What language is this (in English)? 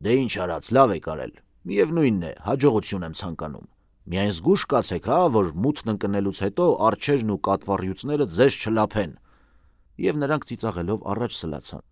Armenian